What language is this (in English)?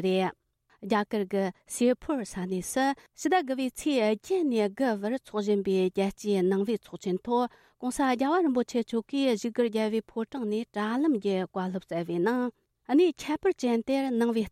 Tibetan